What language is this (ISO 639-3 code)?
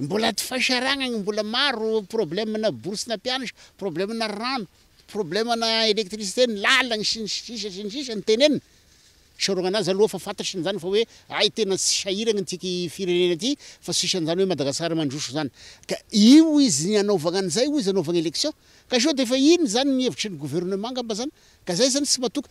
mlg